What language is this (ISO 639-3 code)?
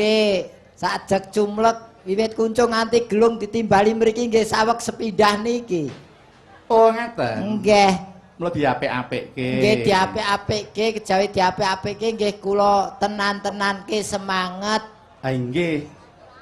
jav